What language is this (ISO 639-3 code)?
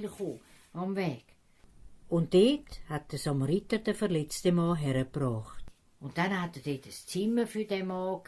gsw